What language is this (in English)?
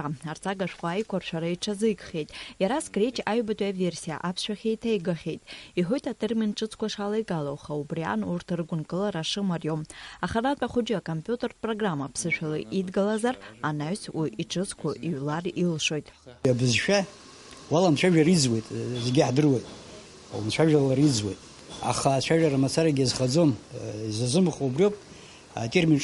Abkhazian